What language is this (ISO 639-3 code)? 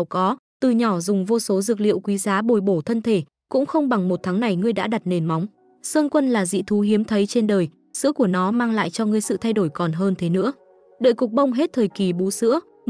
vie